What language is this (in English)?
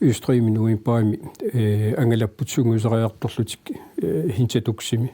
Kalaallisut